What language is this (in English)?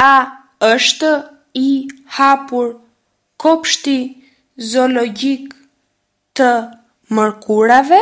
Albanian